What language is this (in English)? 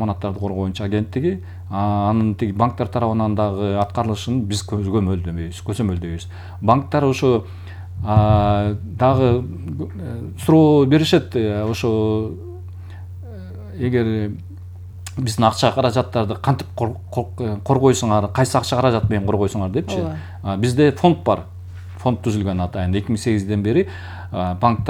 Kyrgyz